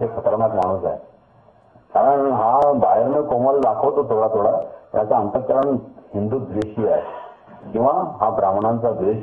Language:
Marathi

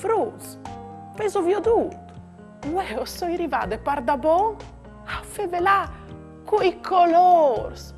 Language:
Friulian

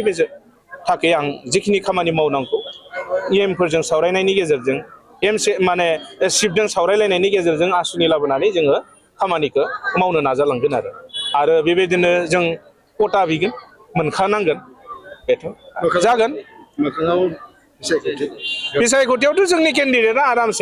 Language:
Bodo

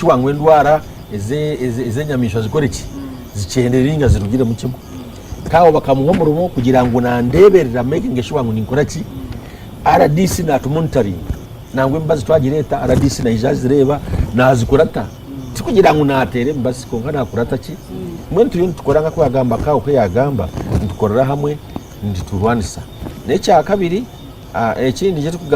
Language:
Nyankole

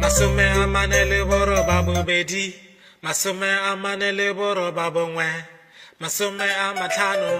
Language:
Tswana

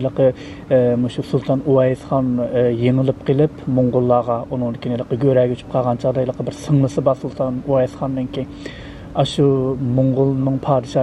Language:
Uyghur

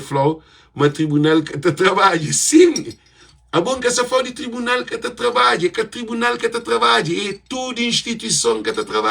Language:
Kabuverdianu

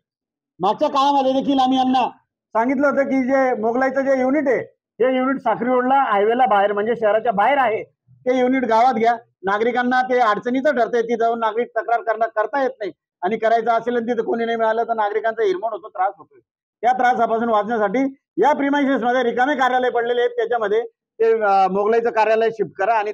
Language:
Marathi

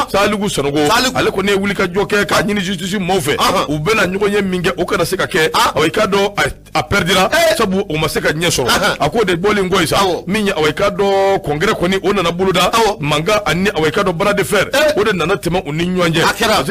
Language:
Bambara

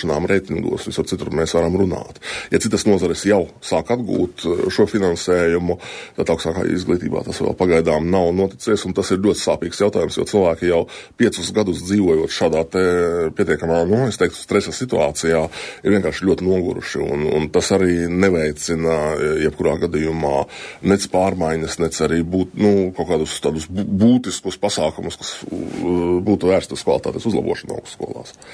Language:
Latvian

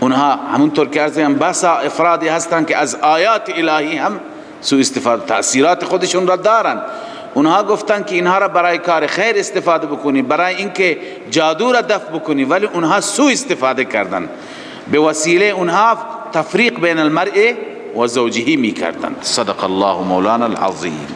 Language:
Persian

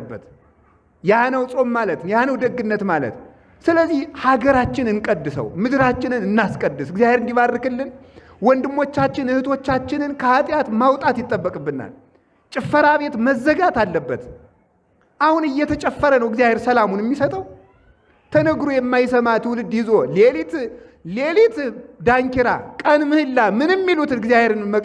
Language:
Amharic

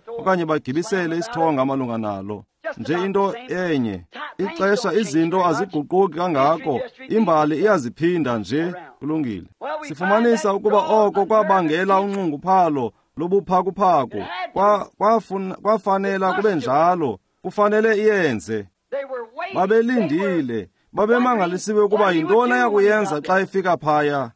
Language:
Xhosa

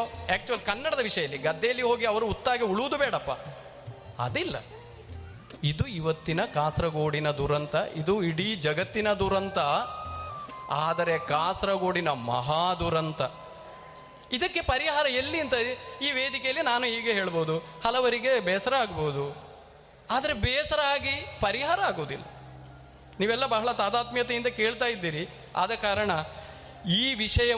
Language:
Kannada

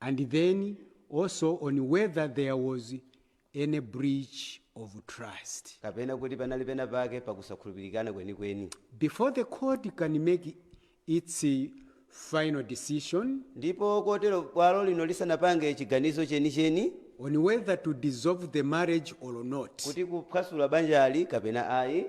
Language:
Nyanja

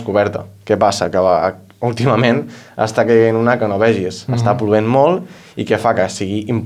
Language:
Catalan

